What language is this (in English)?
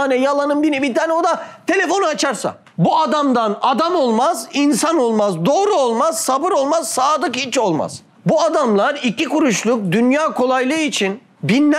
Turkish